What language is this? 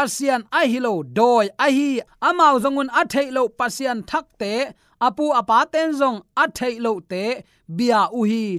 Tedim Chin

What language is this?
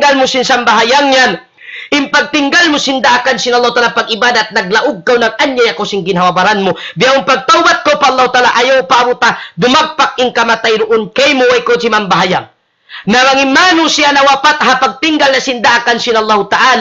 Tausug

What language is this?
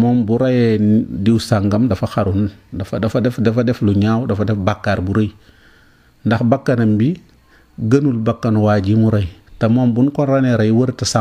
Wolof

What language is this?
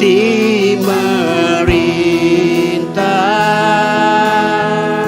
Iban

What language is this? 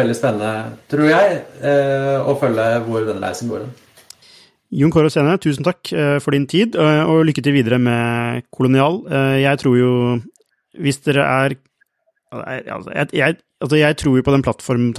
Norwegian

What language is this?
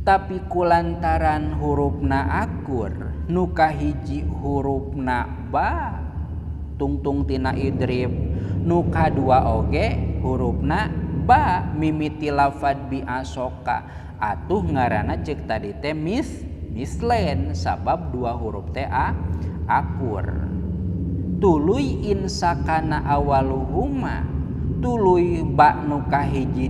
Sundanese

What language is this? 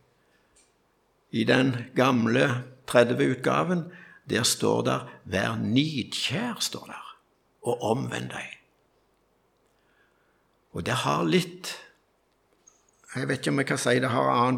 Norwegian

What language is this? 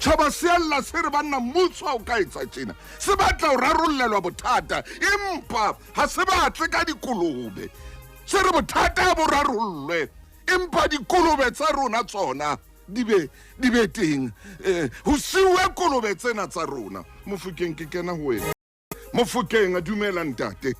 Southern Sotho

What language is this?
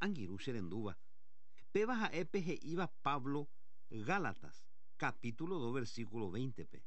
Guarani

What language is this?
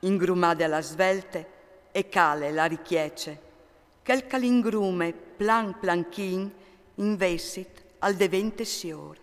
Friulian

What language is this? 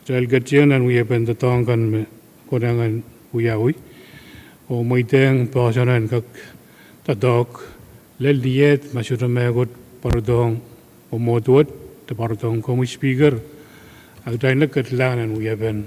Pohnpeian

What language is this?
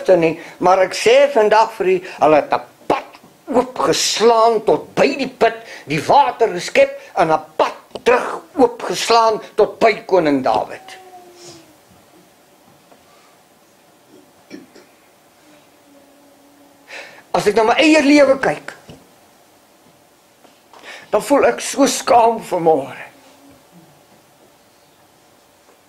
Afrikaans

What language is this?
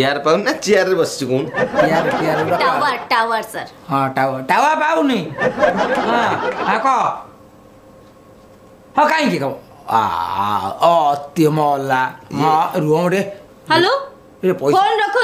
Odia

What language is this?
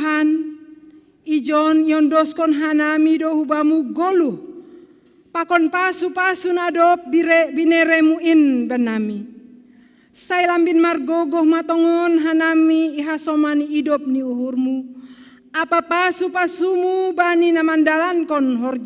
Batak Simalungun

